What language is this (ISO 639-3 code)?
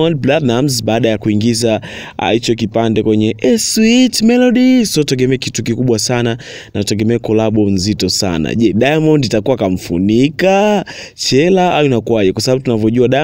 swa